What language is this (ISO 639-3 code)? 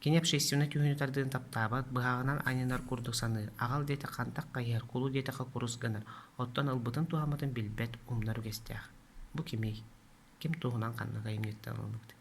sah